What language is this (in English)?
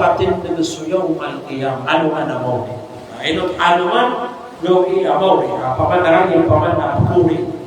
Maranao